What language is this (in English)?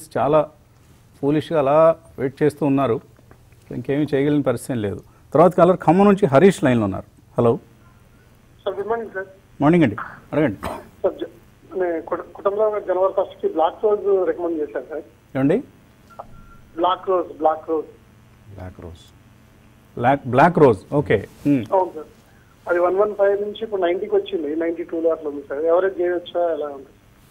Telugu